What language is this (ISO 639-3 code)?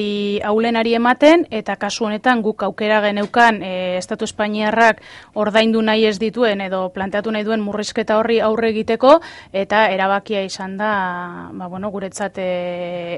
eus